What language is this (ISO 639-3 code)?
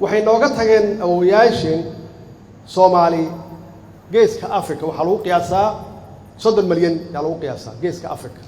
som